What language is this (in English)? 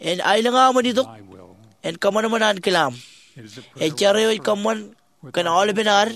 Marshallese